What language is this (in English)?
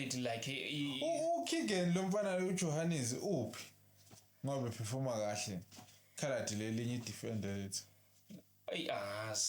Zulu